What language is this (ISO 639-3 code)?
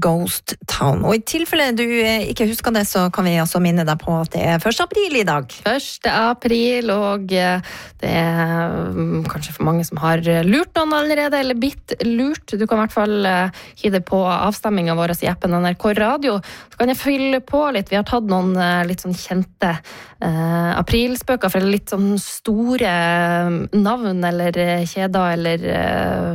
nor